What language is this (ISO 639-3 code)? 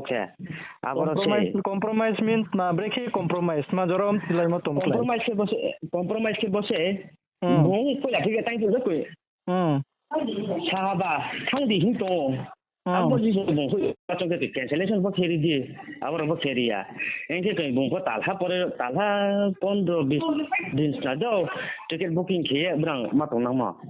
ria